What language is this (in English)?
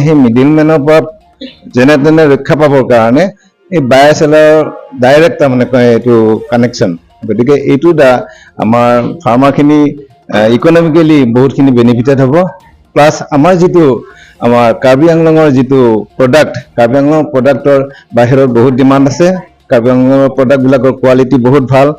Karbi